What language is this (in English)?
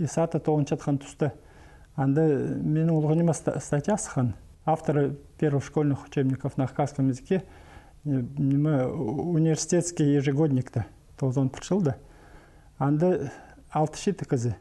Khakas